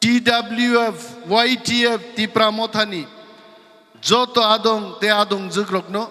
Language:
Kok Borok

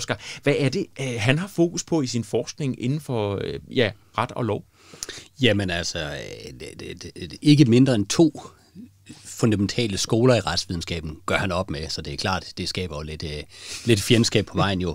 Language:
Danish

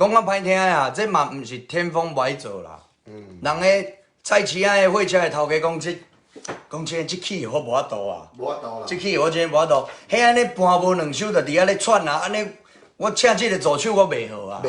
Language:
Min Nan Chinese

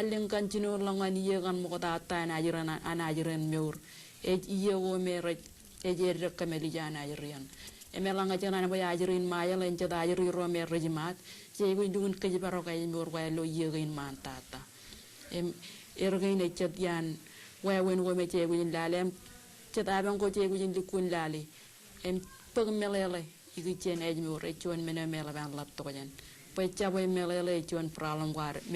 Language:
Marshallese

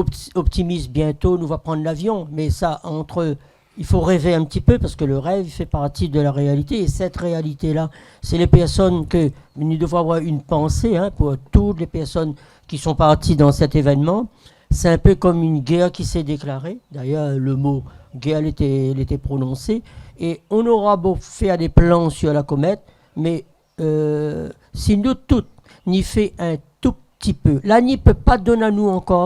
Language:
Réunion Creole French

